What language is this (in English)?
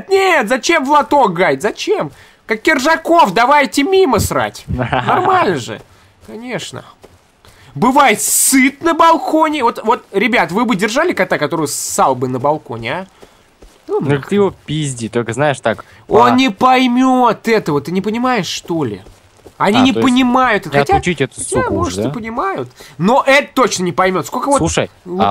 Russian